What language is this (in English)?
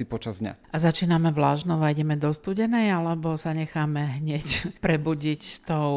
Slovak